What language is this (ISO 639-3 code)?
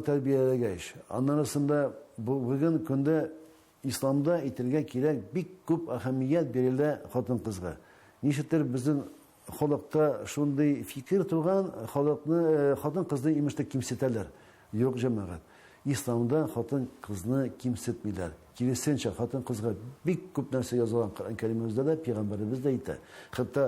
tat